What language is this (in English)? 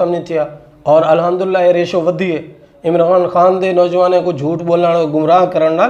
Saraiki